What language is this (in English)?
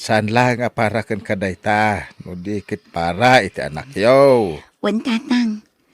Iloko